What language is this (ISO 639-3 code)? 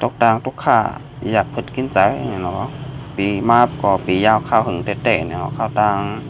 shn